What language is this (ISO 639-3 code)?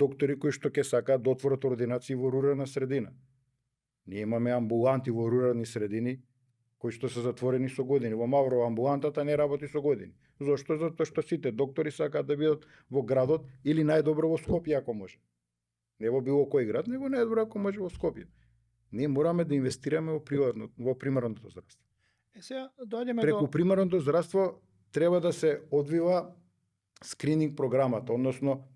mkd